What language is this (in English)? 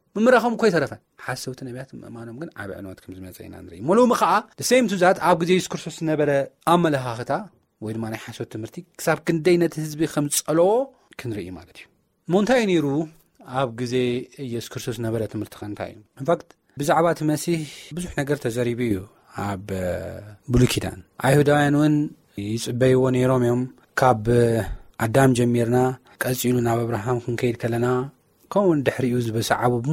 Tigrinya